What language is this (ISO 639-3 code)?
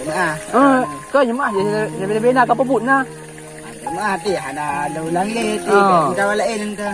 ace